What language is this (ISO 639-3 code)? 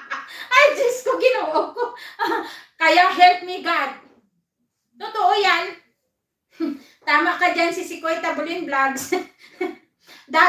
fil